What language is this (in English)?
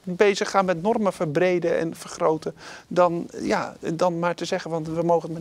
Dutch